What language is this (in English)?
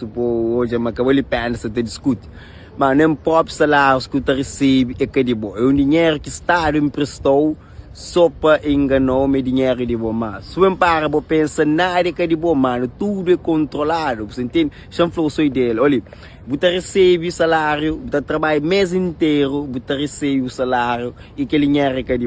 Kabuverdianu